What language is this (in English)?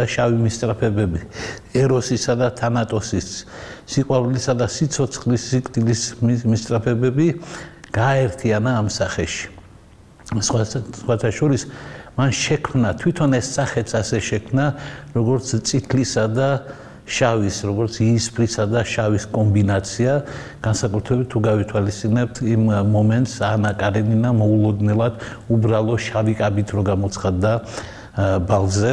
Georgian